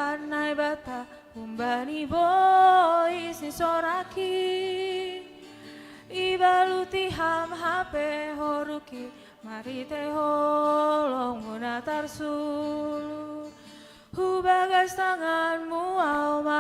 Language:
Batak Simalungun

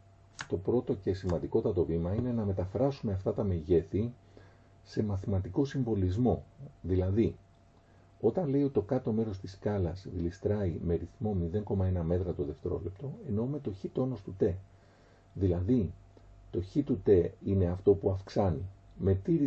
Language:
Greek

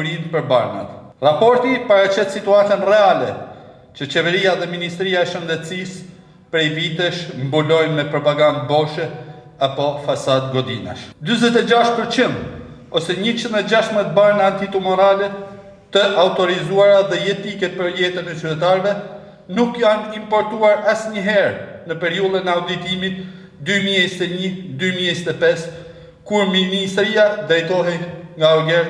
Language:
Albanian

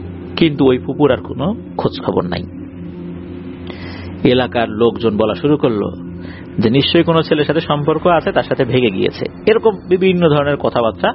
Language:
Bangla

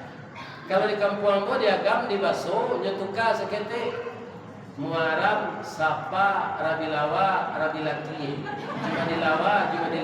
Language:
Minangkabau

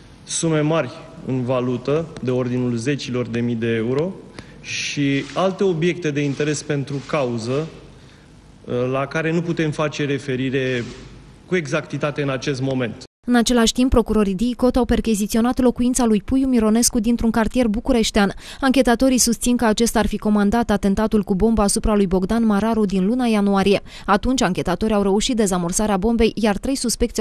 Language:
Romanian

